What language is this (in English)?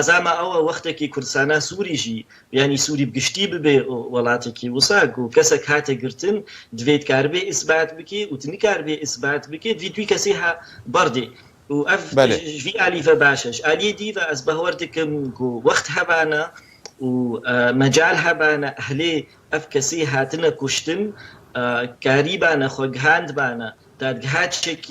Kurdish